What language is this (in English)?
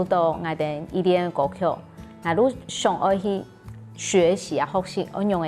Hakka Chinese